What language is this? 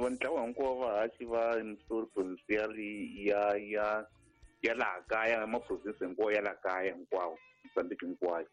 Tsonga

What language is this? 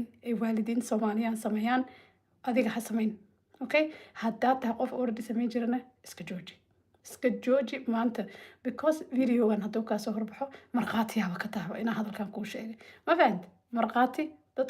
Somali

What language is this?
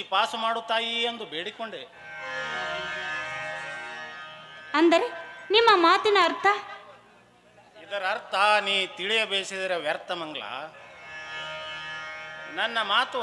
Kannada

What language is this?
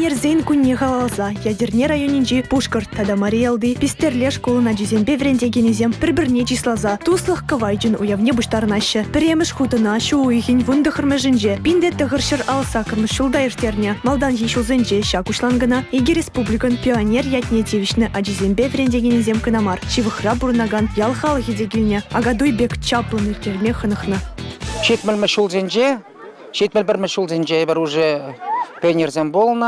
Chuvash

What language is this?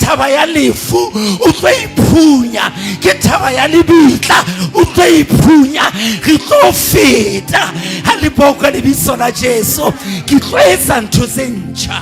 Southern Sotho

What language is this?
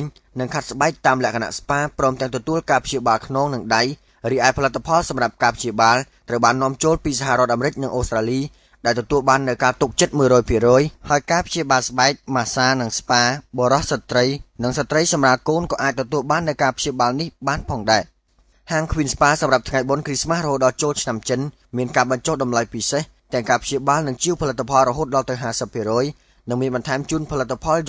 Khmer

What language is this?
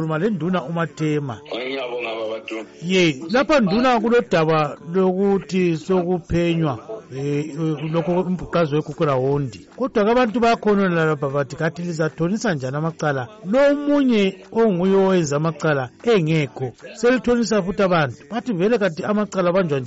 North Ndebele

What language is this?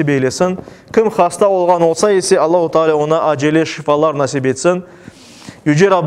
Crimean Tatar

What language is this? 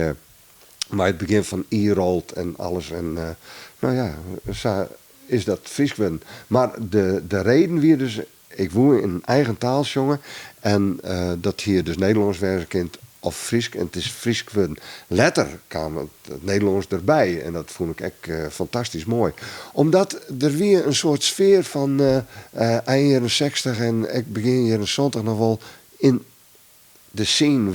Western Frisian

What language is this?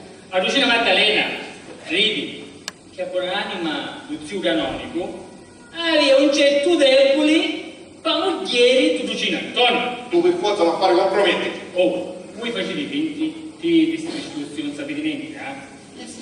Sicilian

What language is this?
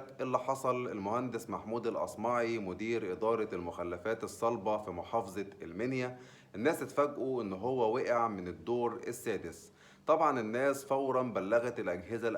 Egyptian Arabic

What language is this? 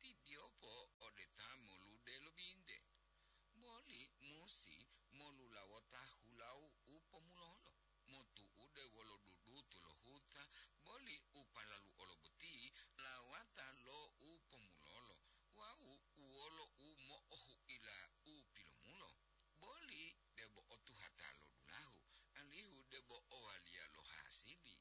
Gorontalo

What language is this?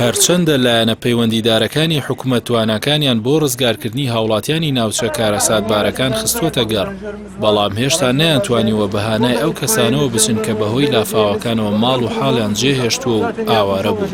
Central Kurdish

